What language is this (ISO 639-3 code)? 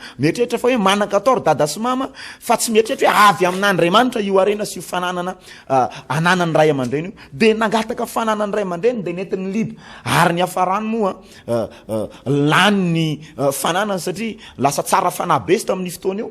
mlg